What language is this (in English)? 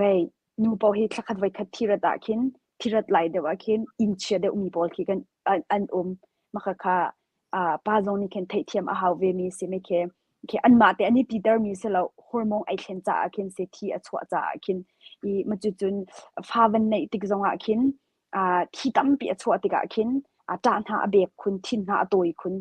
Hakha Chin